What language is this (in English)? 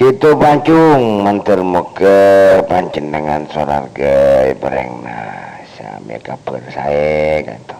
Madurese